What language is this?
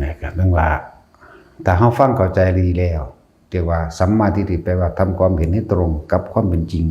Northeastern Thai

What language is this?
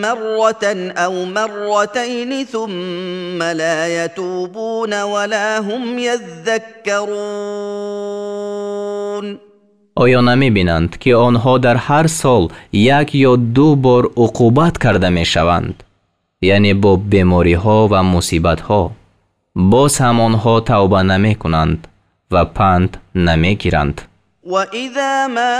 Tajik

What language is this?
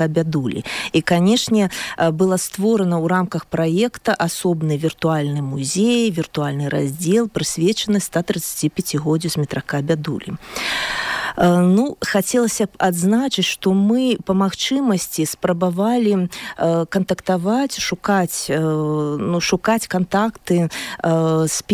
Belarusian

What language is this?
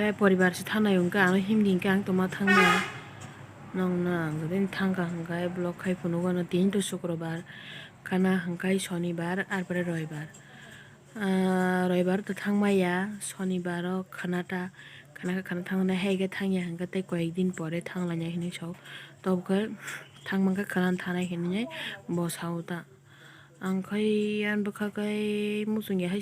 Kok Borok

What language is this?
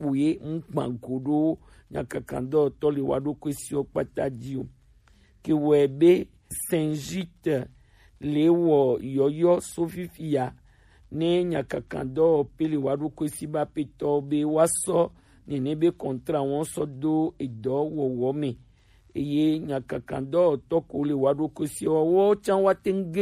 Gen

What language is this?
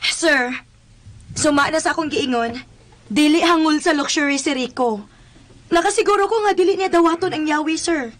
Cebuano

